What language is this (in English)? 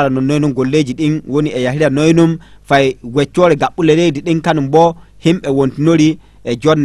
Fula